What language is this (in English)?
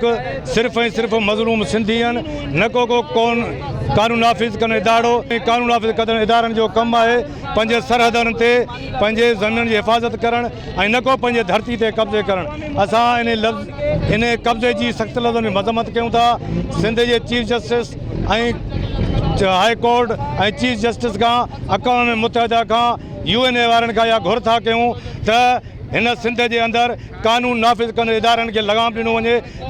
Sindhi